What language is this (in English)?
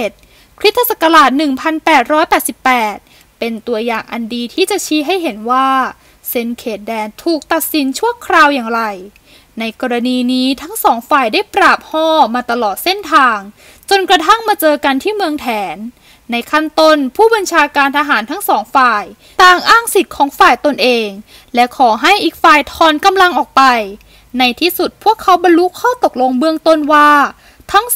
Thai